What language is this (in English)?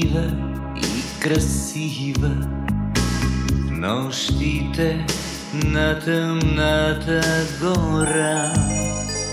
Bulgarian